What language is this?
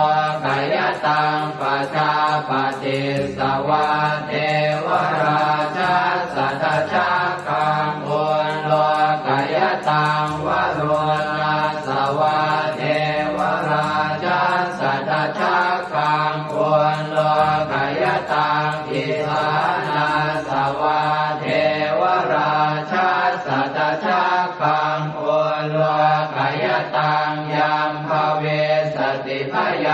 Pali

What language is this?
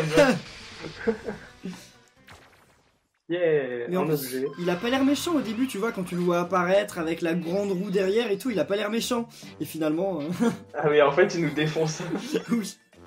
French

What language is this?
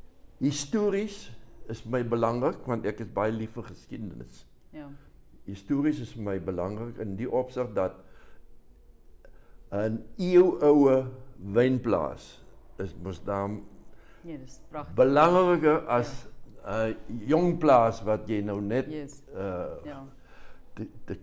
Afrikaans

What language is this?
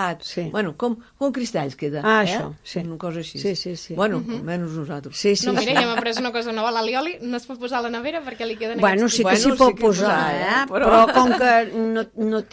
Catalan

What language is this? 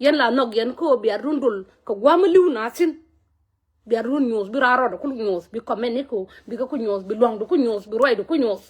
Nuer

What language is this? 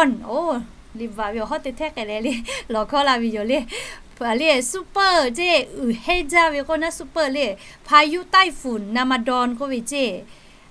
Lahu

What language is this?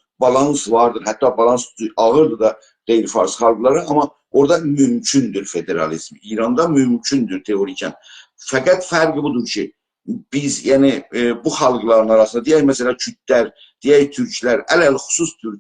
South Azerbaijani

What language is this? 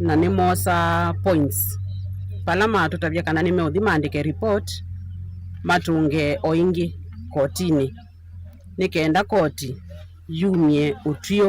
Kamba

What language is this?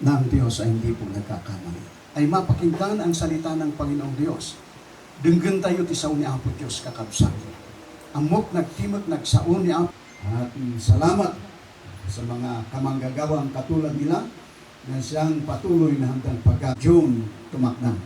Iloko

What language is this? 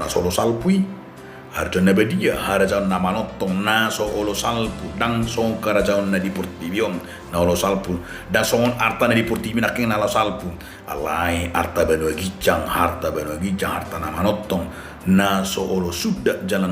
Batak Toba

